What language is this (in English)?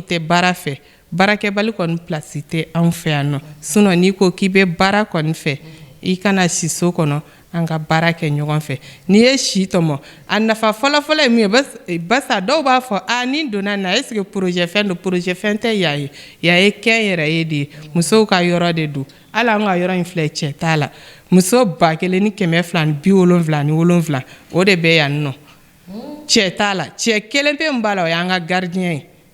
Bambara